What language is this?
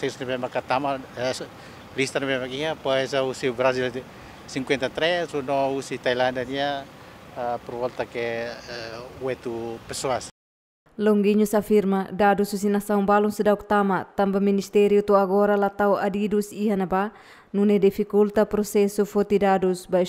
Tetum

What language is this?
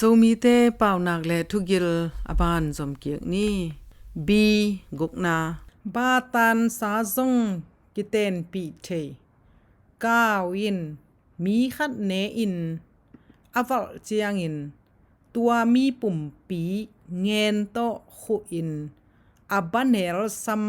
Tedim Chin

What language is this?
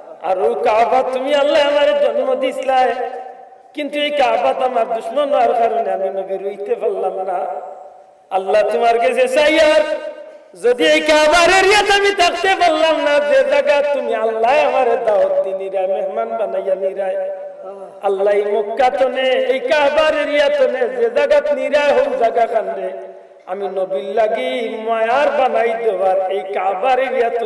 Sylheti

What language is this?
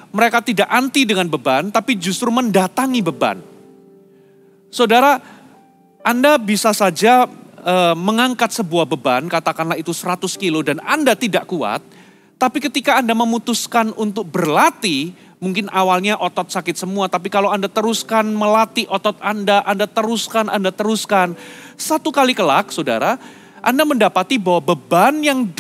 Indonesian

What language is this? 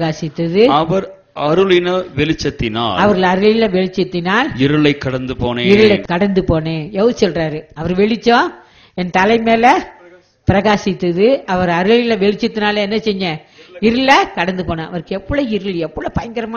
Tamil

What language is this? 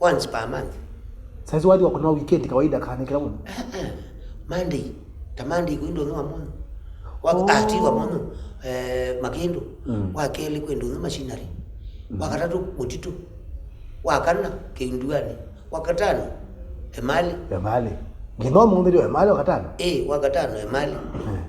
Kamba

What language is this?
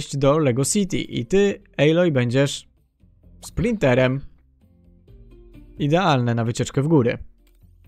Polish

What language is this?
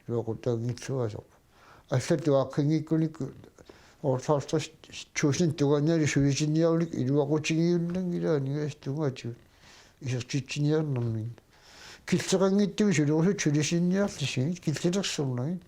Kalaallisut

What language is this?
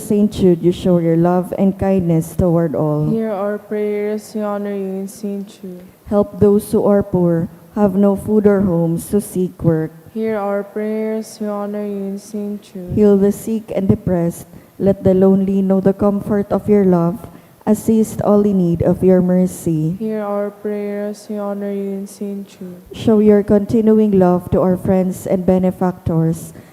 Bikol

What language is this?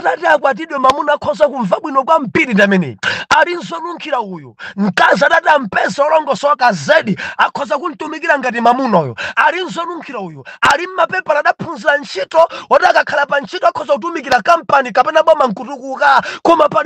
Nyanja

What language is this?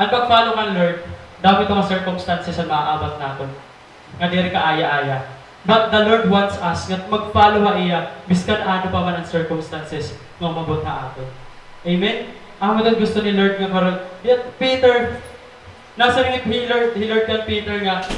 Waray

